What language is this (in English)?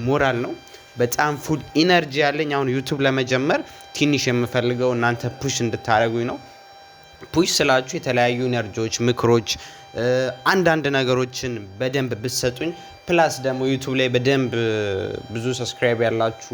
Amharic